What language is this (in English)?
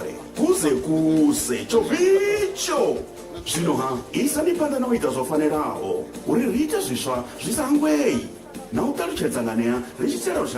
Venda